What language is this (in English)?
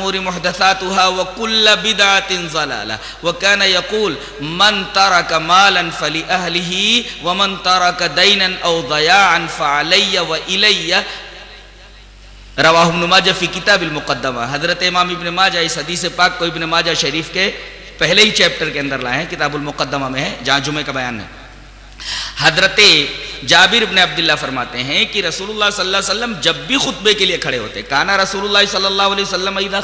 Urdu